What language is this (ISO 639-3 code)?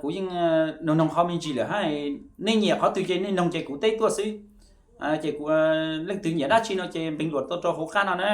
hmn